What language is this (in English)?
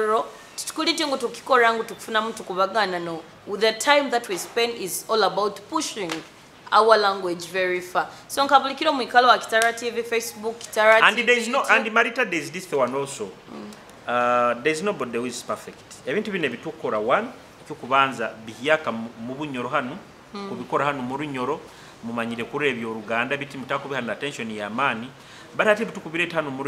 Nyoro